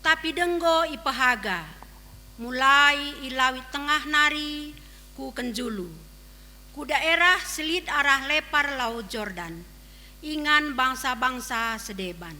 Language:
Batak Karo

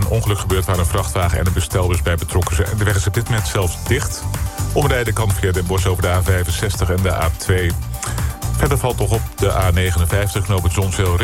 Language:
Dutch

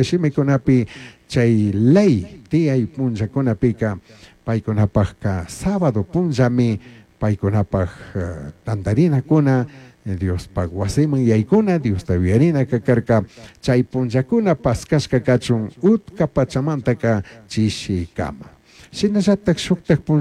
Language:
Chimborazo Highland Quichua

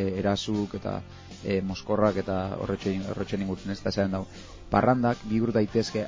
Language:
Basque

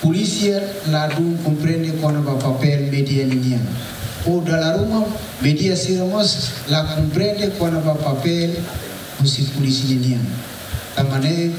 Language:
Tetum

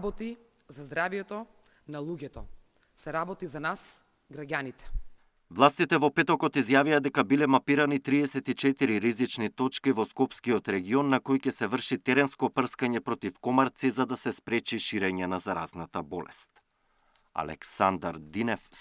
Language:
Macedonian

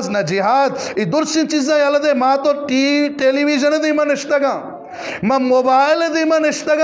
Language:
Eastern Balochi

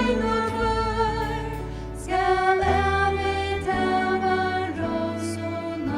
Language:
Faroese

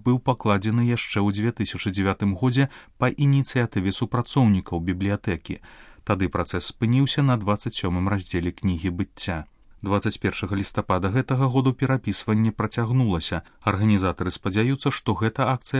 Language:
Belarusian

